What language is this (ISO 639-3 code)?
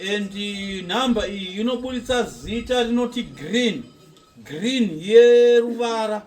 sna